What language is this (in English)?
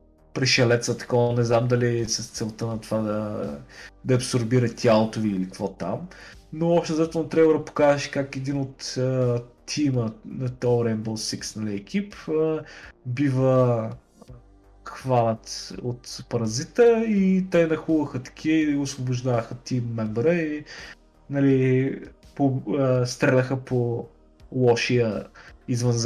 Bulgarian